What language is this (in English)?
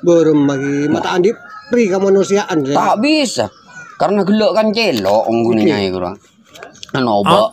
Madurese